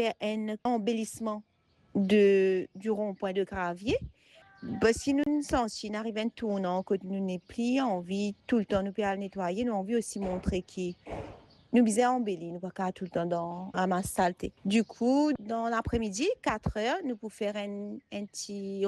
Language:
Morisyen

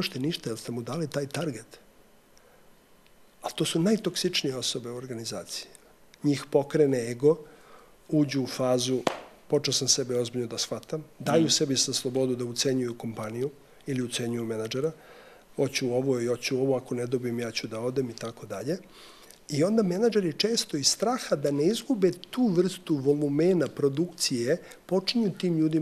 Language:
Serbian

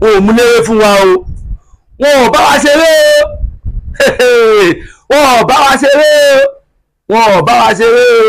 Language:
Yoruba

